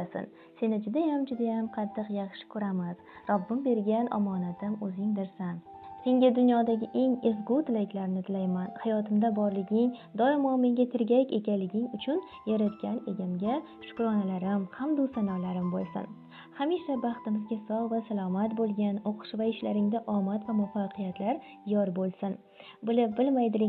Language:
Uzbek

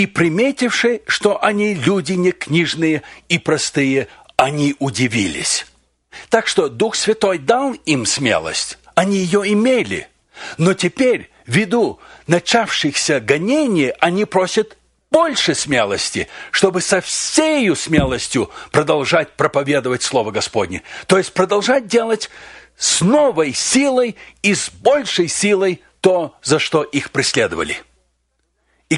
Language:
Russian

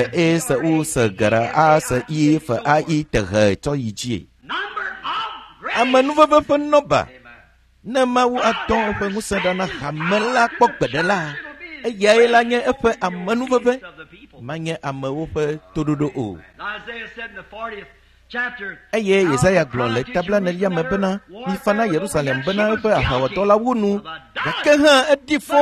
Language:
Ewe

